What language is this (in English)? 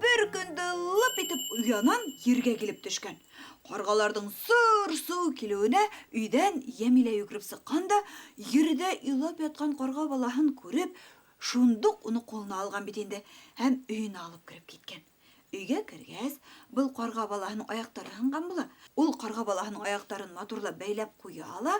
Bashkir